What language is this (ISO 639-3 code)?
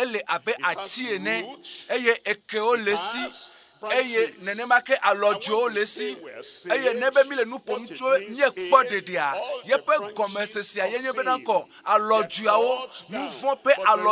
ewe